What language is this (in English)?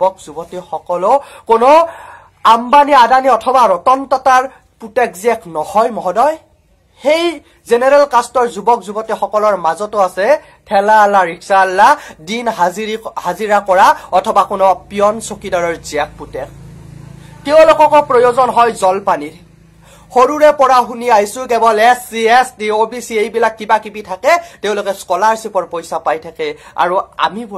Assamese